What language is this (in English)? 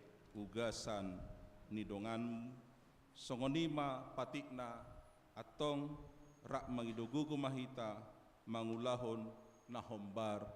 Batak Toba